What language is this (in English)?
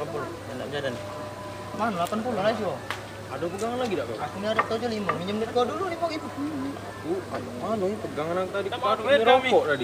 Musi